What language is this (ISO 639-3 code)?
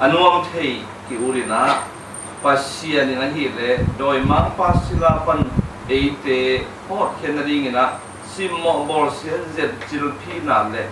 ctd